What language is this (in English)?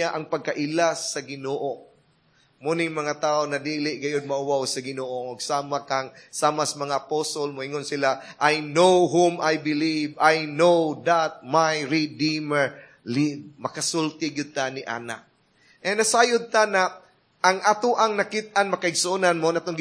Cebuano